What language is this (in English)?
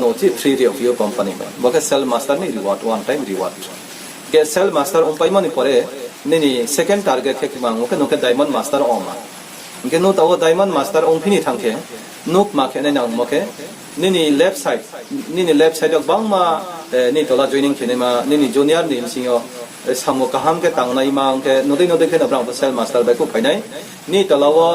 Riang (India)